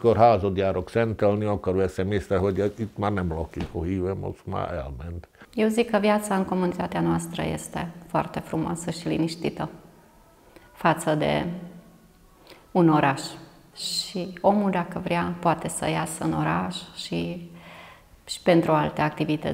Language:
Romanian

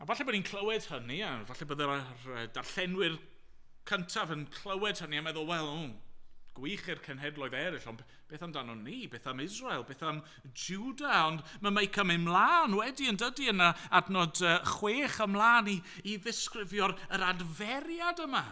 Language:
Welsh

